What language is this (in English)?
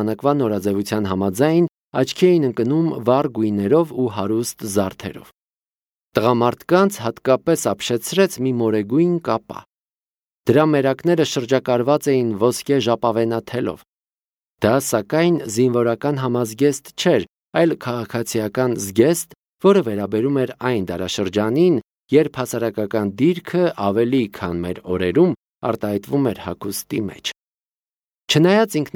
Armenian